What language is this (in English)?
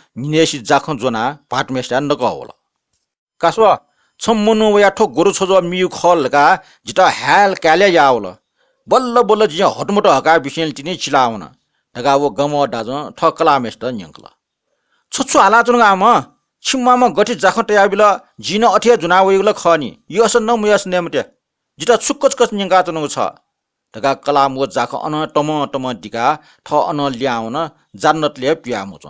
Newari